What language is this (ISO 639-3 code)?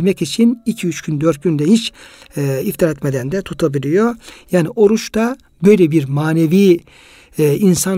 tur